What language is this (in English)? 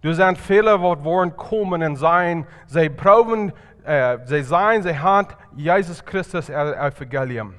Plautdietsch